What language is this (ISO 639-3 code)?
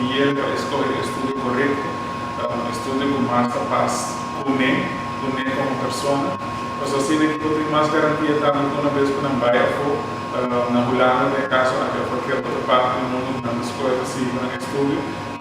pap